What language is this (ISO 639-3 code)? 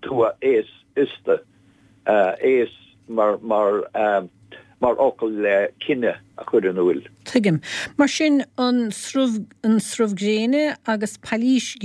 gle